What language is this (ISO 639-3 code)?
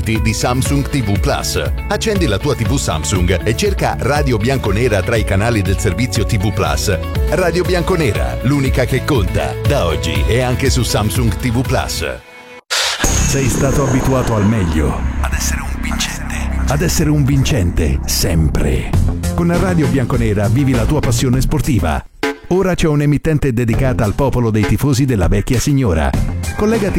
ita